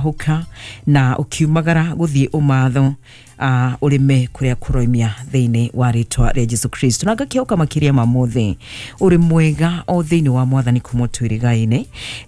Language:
Kikuyu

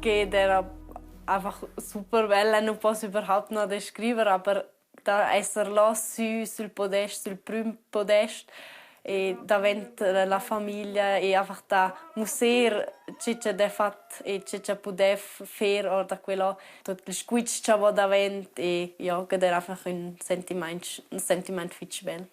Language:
Romansh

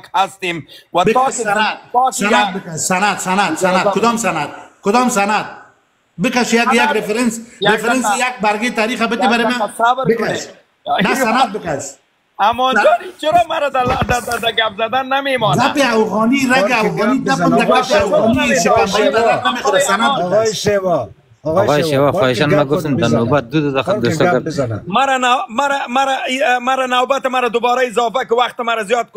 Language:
Persian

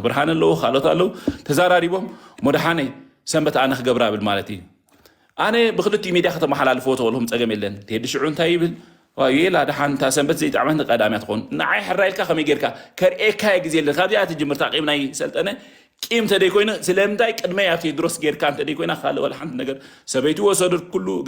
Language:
Tigrinya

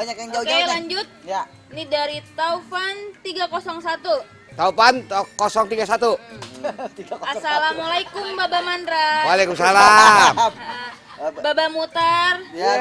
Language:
Betawi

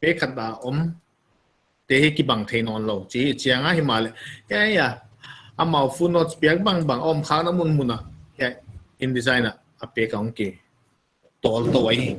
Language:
Paite Chin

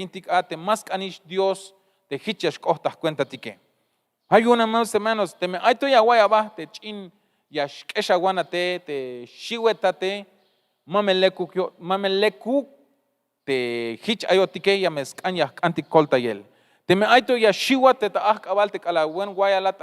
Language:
Tzeltal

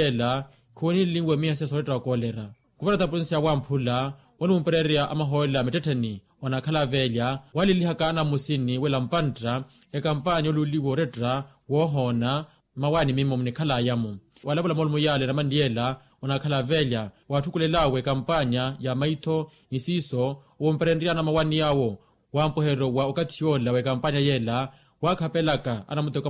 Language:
Makhuwa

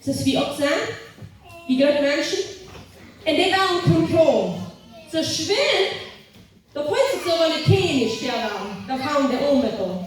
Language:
Plautdietsch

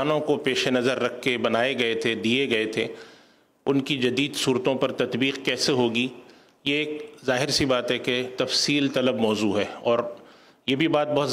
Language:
Urdu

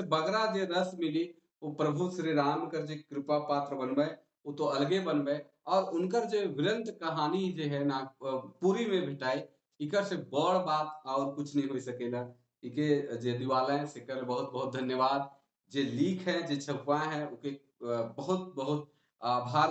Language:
Sadri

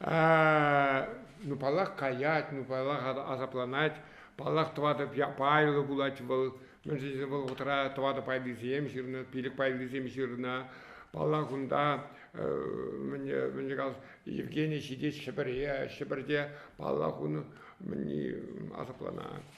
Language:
Chuvash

